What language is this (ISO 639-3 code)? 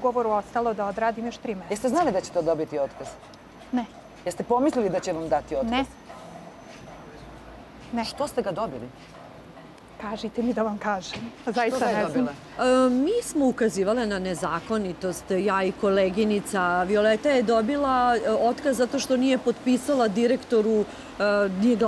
srp